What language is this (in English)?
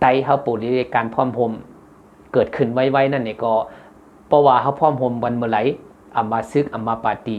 Shan